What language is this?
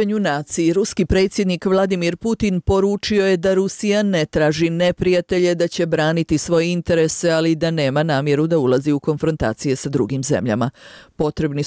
Bosnian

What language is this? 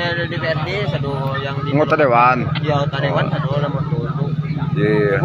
Minangkabau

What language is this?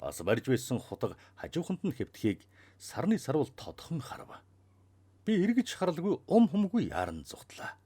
Mongolian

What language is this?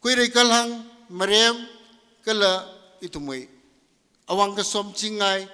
Tangkhul Naga (India)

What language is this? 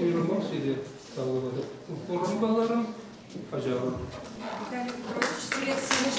Chuvash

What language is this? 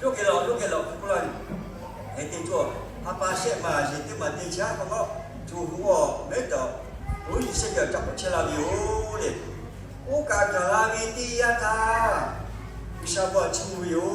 Lahu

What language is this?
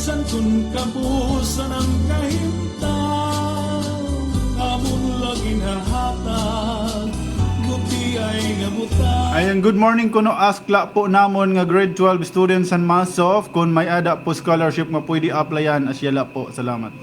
Waray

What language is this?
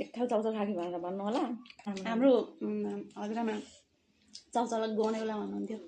Nepali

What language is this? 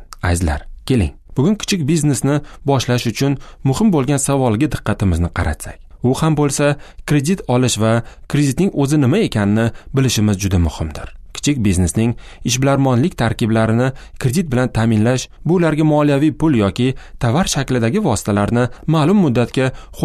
Uzbek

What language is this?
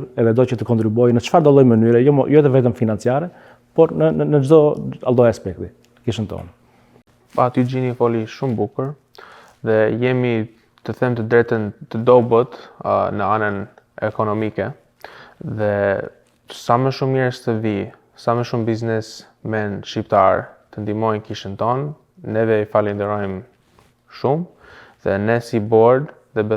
Albanian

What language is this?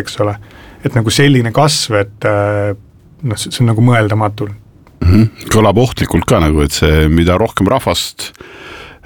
Estonian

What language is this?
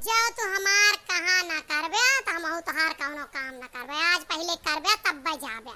Awadhi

